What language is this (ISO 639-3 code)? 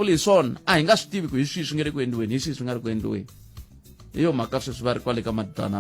tso